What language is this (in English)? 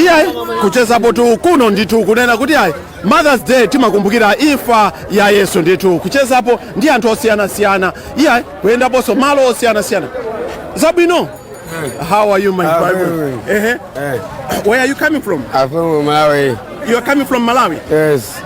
Nyanja